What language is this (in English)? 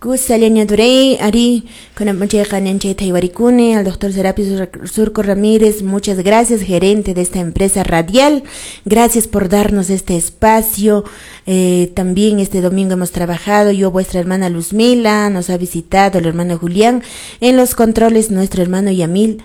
Quechua